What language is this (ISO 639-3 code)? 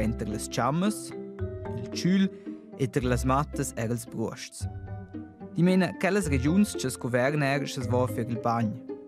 roh